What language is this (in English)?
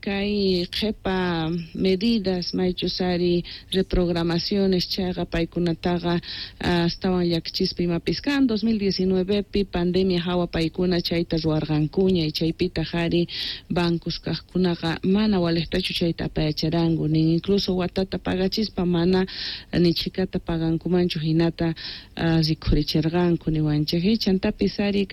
South Bolivian Quechua